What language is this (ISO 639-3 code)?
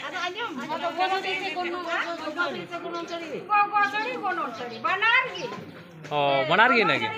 sat